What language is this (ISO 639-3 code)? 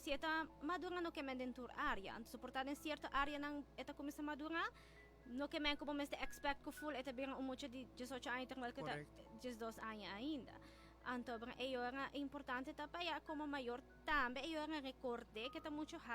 pap